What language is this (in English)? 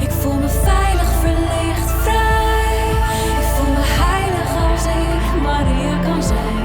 Western Frisian